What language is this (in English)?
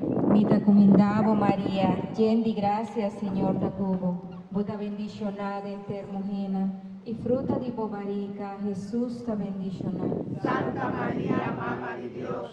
Papiamento